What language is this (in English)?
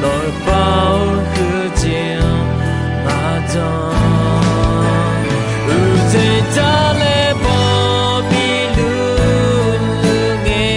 Akha